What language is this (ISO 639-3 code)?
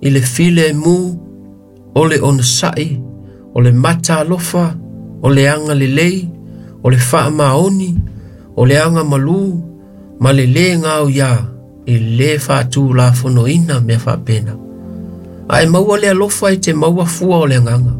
smo